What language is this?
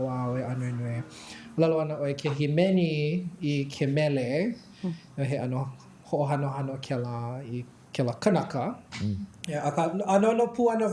Hawaiian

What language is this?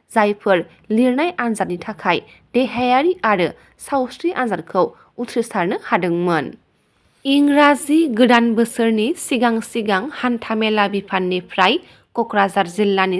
Bodo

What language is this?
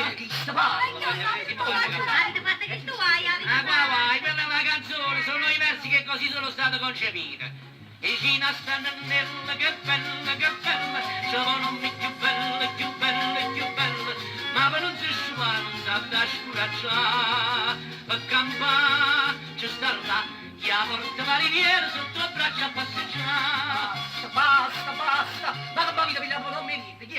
Neapolitan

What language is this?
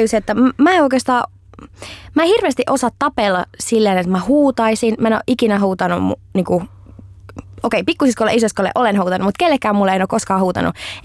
Finnish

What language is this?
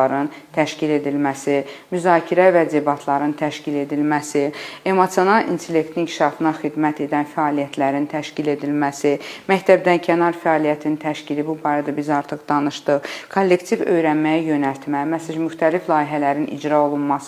Azerbaijani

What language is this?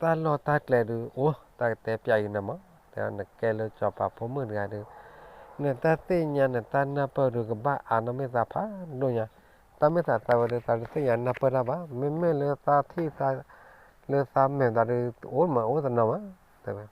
S'gaw Karen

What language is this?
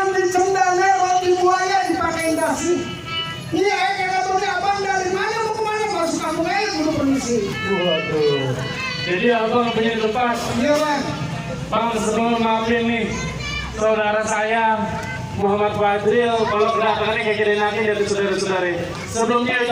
Betawi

